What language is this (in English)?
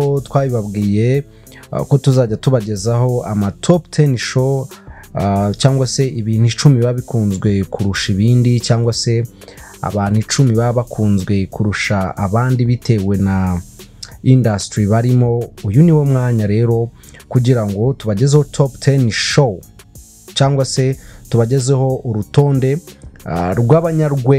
Kinyarwanda